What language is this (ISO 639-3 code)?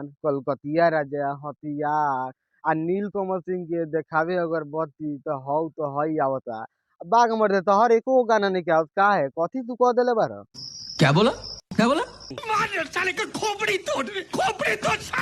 bho